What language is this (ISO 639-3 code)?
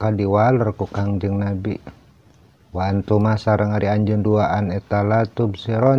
sun